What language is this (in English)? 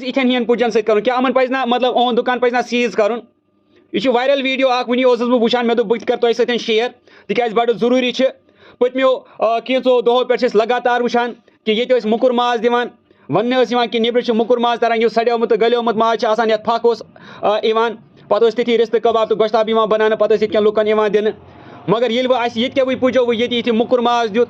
Kashmiri